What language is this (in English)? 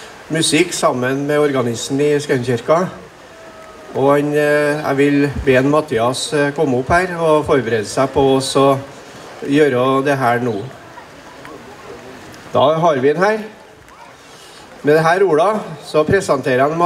Norwegian